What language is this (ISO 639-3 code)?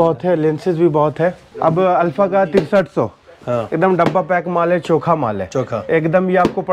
hin